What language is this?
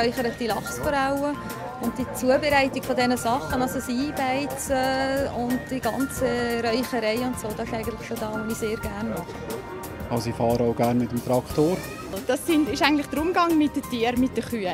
Swiss German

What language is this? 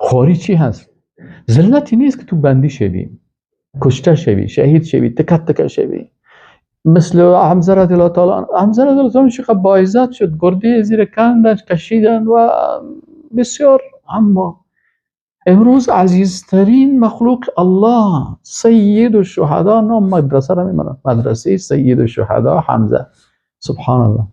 Persian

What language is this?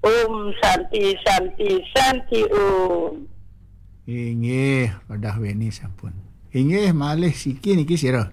Balinese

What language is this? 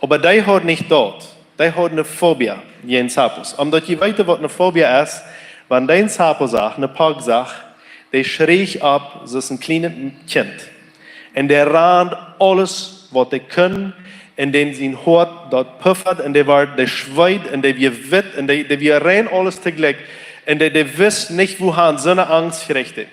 Plautdietsch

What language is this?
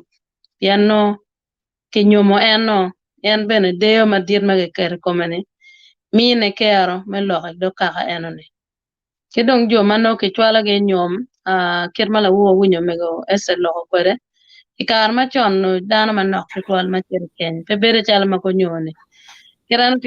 Acoli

